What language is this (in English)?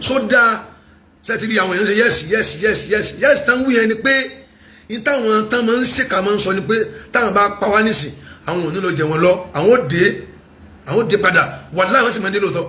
Yoruba